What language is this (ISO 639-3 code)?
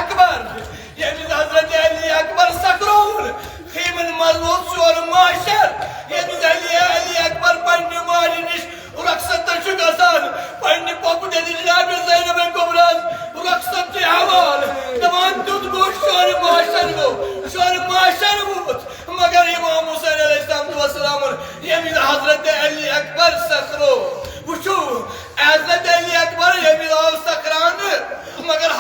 kas